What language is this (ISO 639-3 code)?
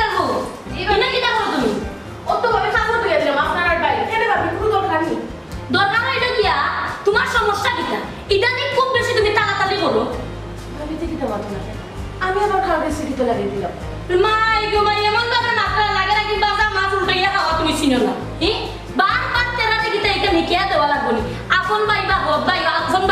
syl